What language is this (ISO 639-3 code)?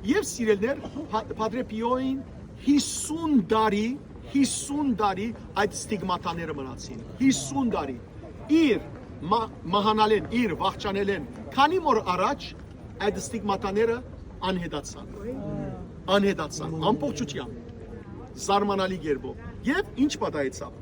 hyw